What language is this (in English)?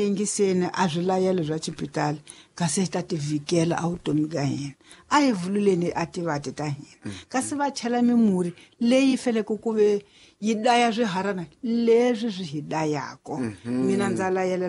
Tsonga